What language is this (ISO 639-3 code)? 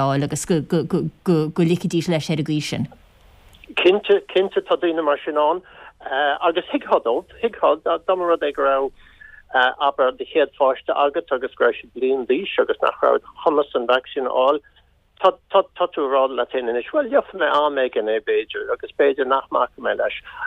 gle